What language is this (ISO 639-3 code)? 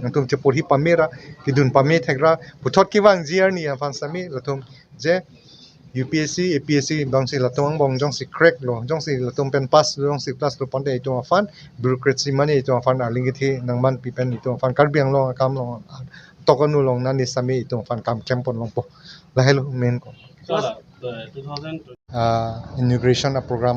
mjw